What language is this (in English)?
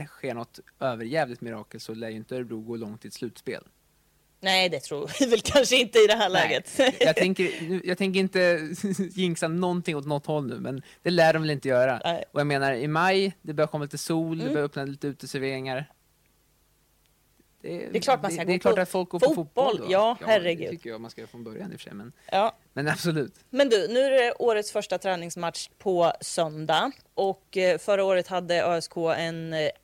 Swedish